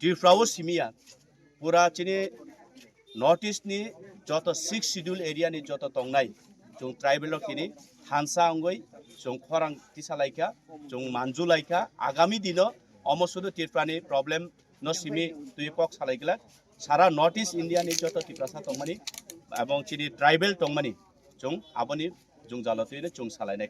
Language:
Kok Borok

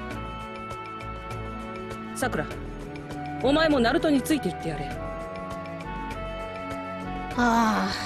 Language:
Japanese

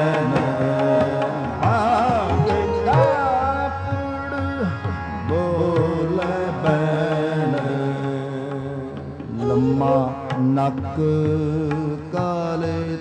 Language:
Punjabi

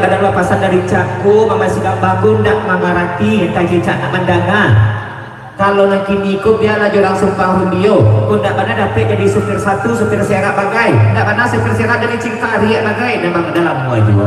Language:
Minangkabau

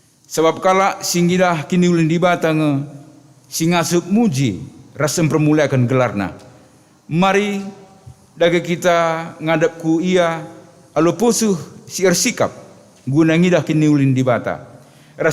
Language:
Batak Karo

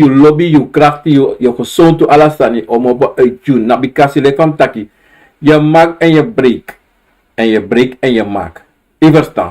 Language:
Sranan Tongo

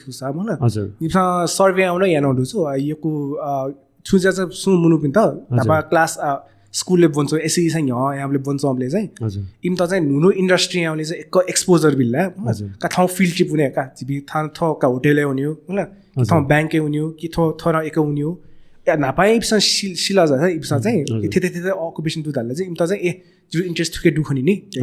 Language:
Newari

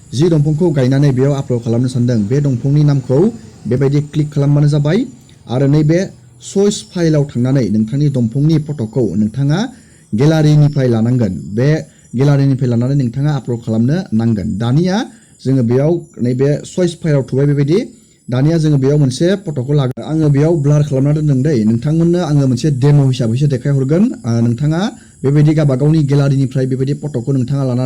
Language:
Bodo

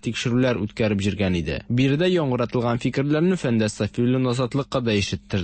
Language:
Tatar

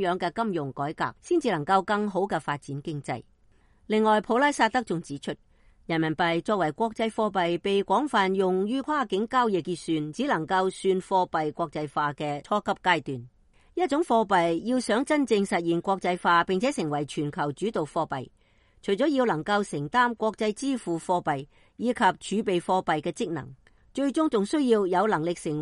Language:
Cantonese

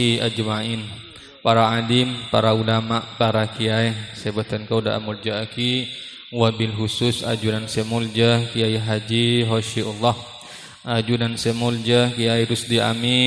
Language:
Madurese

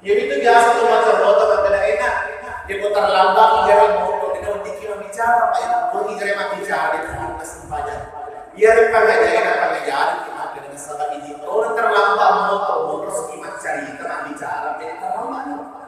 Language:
Buginese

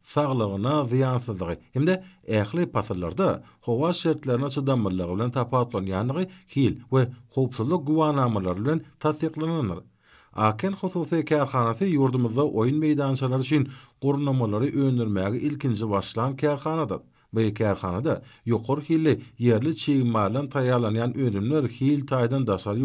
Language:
Turkmen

